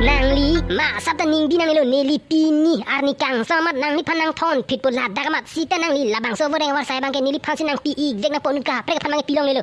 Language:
Karbi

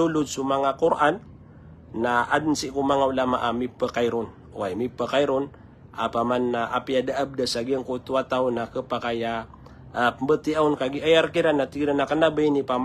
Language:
Maranao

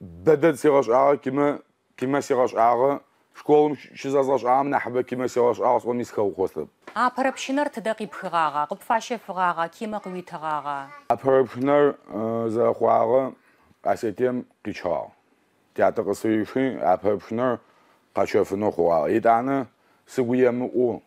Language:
Adyghe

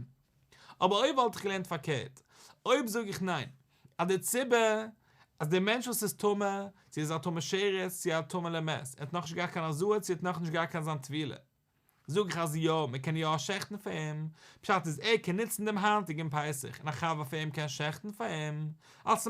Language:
Yiddish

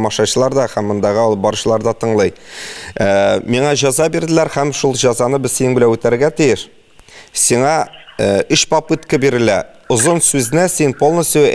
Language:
Tatar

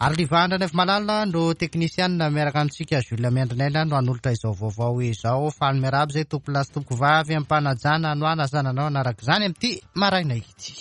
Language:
Malagasy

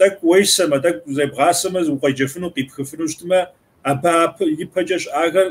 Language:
Kabardian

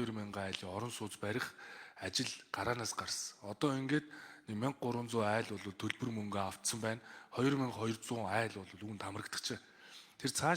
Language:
Mongolian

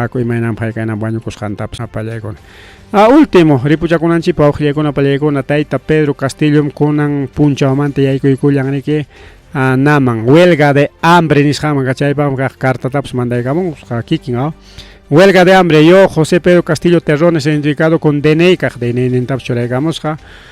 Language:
Ayacucho Quechua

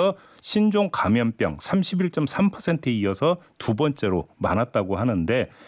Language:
Korean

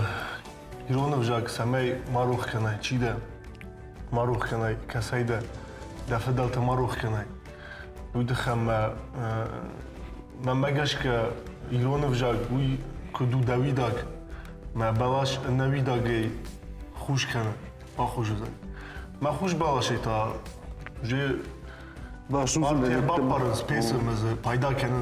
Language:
Ossetic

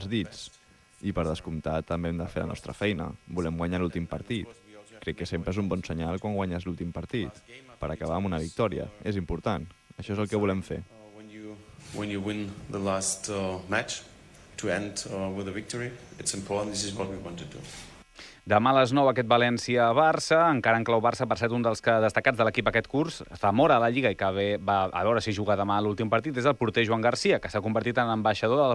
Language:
Catalan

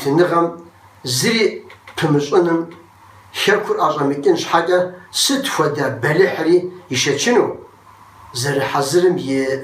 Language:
Kabardian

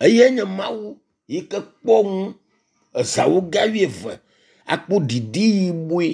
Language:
Ewe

